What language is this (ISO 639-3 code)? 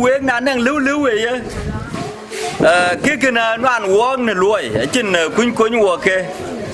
din